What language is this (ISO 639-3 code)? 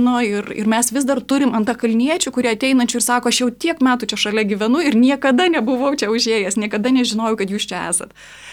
lit